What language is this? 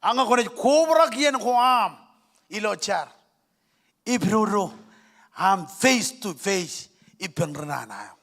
Marshallese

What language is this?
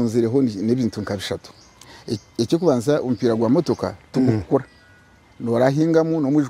Nyankole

